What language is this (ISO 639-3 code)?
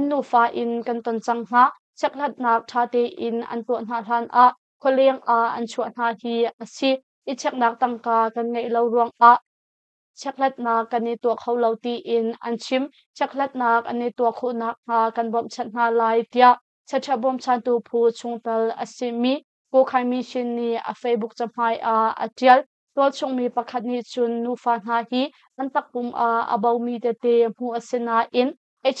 cnh